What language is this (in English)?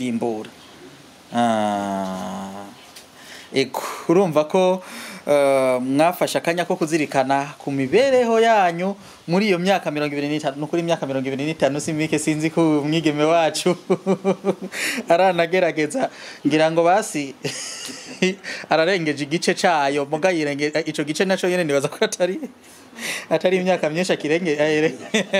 Rundi